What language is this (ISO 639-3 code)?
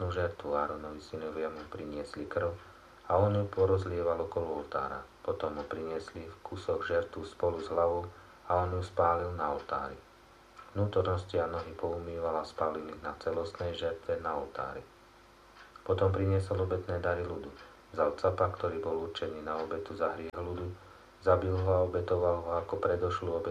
slk